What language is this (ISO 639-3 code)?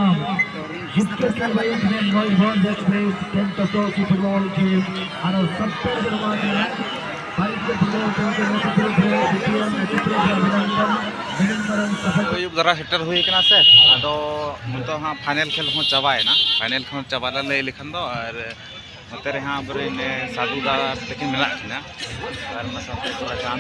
sat